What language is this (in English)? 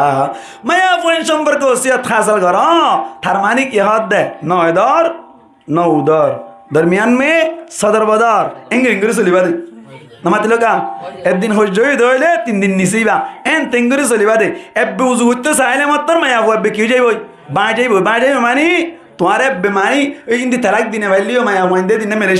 Rohingya